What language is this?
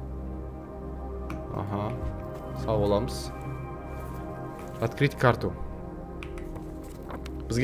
Kazakh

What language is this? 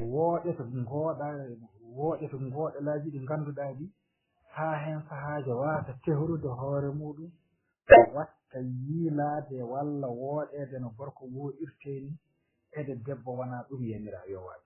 Fula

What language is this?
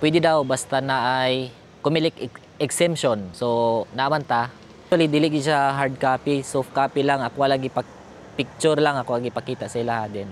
Cebuano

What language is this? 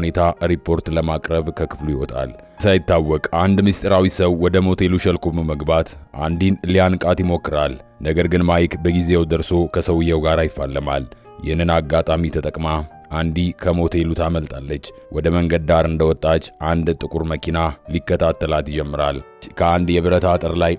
Amharic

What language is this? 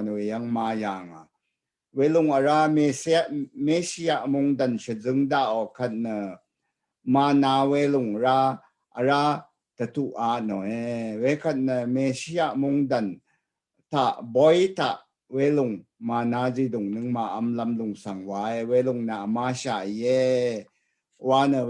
Rawang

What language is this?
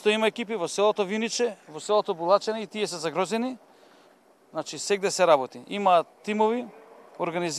Macedonian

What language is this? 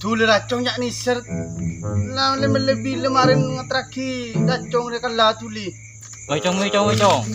Madurese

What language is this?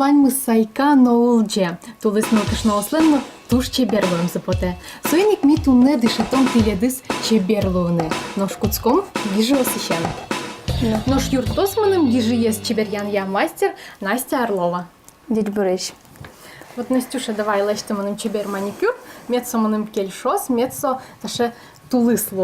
Udmurt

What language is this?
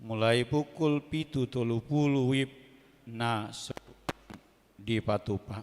Batak Toba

